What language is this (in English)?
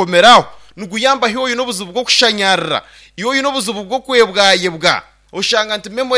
Nyankole